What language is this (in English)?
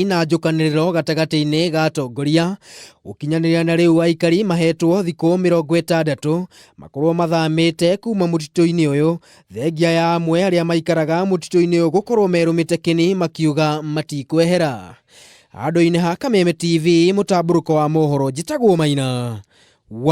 Kikuyu